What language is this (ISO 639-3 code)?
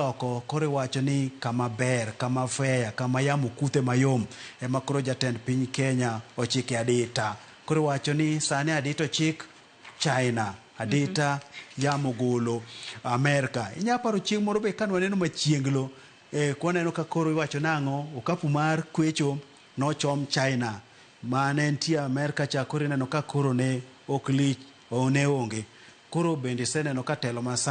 luo